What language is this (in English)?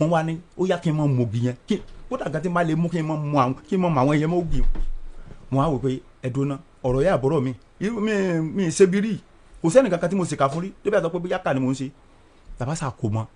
Yoruba